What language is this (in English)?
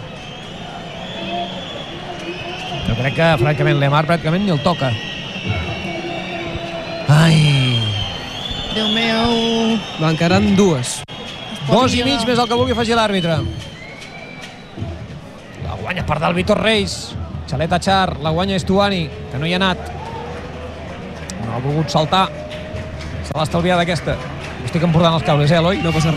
Catalan